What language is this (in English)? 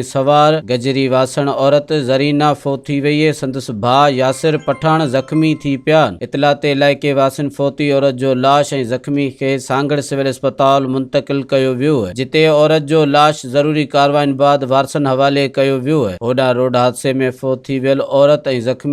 Sindhi